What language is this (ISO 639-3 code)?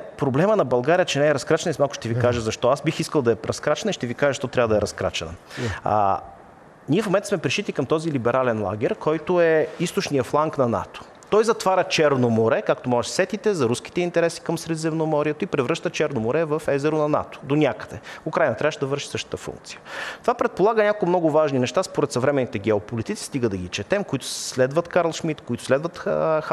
bul